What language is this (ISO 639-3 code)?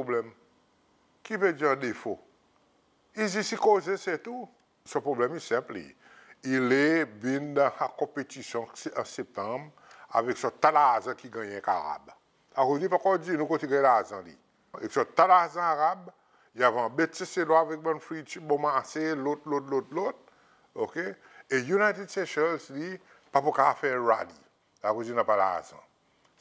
crs